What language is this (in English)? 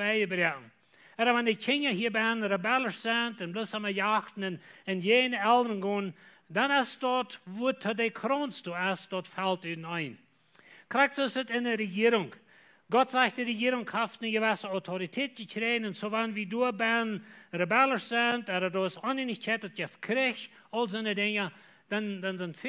Plautdietsch